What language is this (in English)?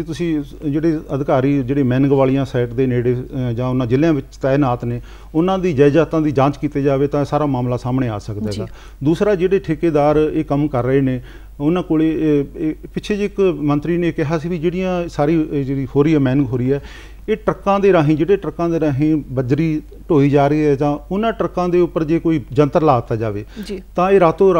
Punjabi